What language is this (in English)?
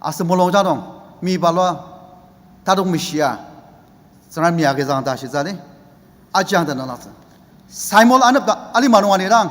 Ao Naga